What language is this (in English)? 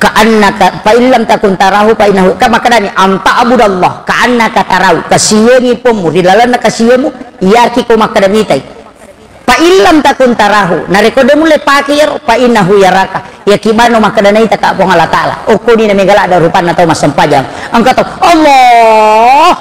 Buginese